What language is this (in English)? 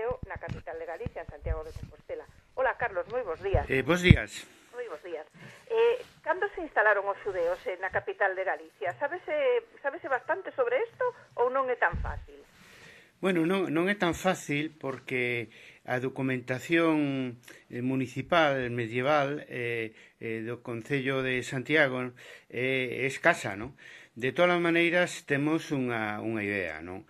Galician